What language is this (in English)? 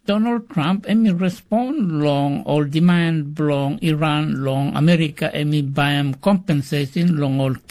Tok Pisin